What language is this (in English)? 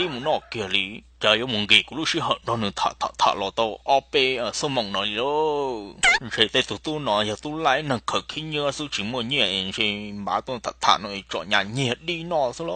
Hmong